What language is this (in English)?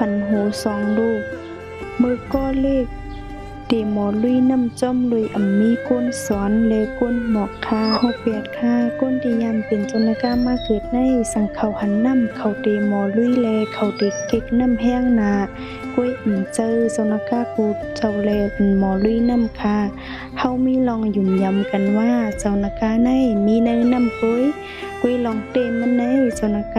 Shan